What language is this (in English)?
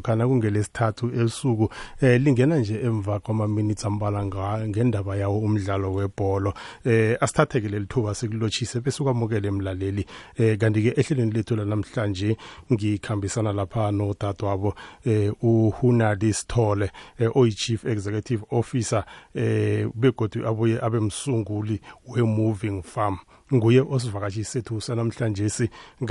South Ndebele